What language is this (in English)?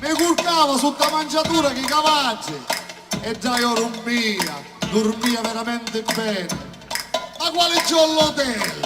Sicilian